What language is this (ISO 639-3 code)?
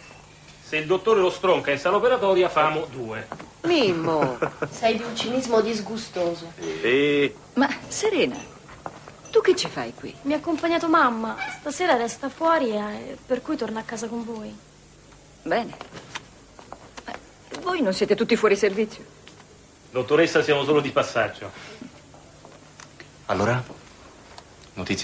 ita